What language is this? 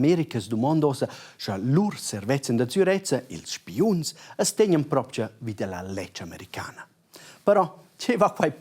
Romansh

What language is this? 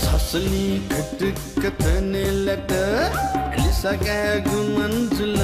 Newari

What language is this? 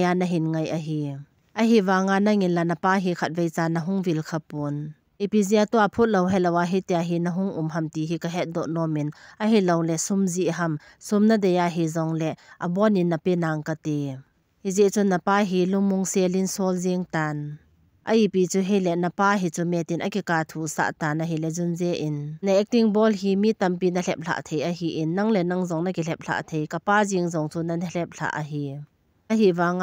Thado Chin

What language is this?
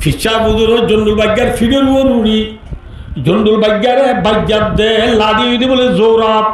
Rohingya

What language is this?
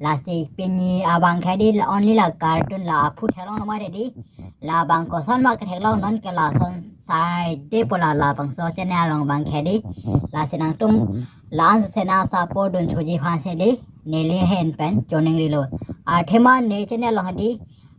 Karbi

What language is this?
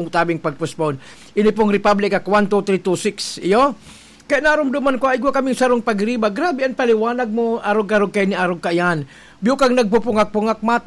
Bikol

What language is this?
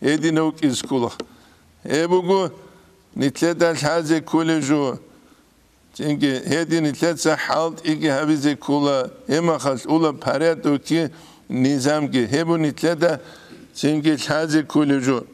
Avaric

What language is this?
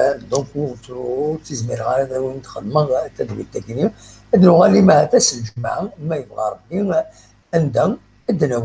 Kabyle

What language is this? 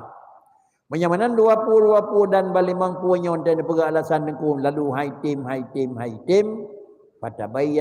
Achinese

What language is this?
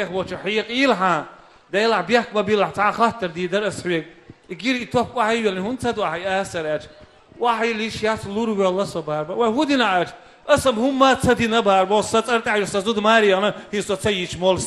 Chechen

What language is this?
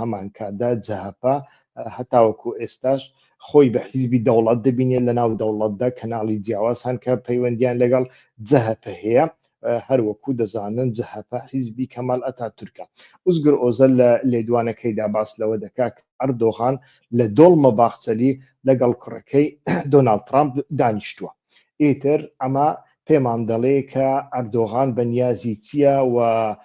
Central Kurdish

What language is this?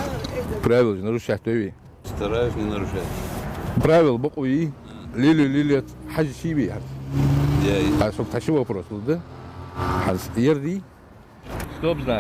Ingush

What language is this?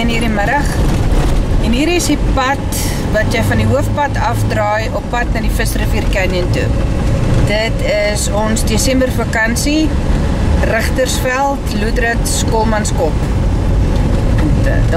Afrikaans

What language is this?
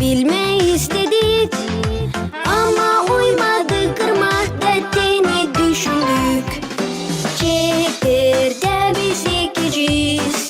Gagauz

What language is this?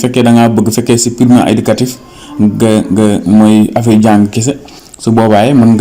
Wolof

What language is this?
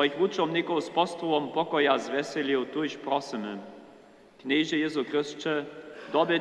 Upper Sorbian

